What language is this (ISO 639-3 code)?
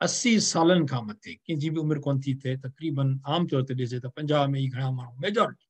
snd